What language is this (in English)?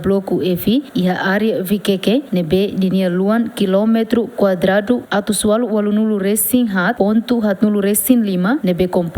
Tetum